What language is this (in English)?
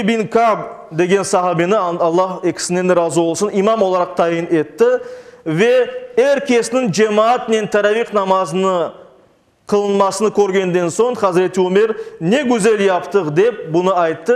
Crimean Tatar